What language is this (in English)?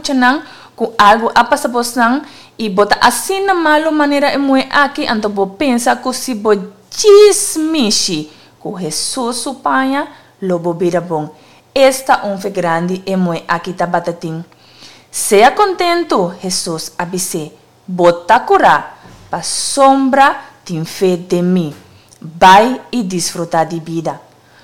Papiamento